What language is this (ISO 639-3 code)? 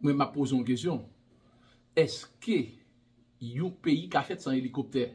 hat